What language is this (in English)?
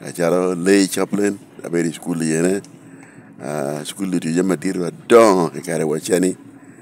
Lango (Uganda)